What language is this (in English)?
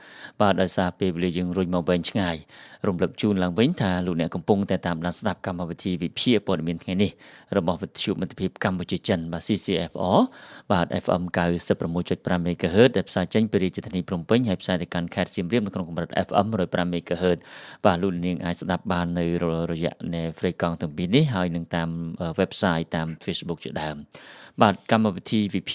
Khmer